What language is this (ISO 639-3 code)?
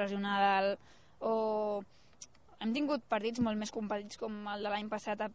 cat